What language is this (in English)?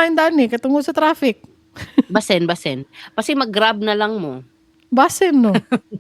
Cebuano